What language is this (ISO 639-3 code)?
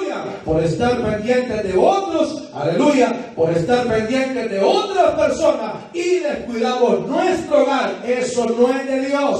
spa